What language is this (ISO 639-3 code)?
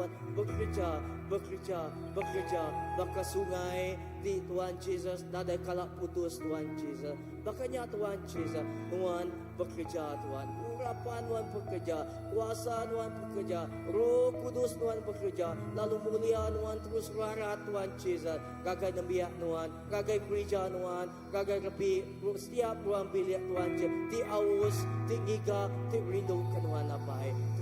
iba